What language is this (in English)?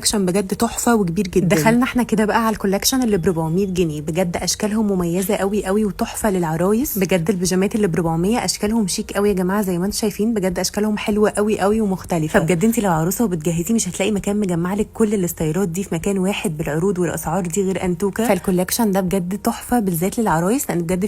Egyptian Arabic